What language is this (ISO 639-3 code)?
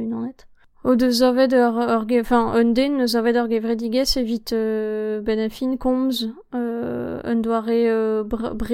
bre